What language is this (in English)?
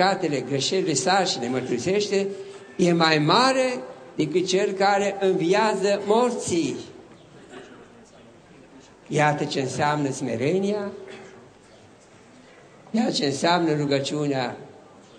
Romanian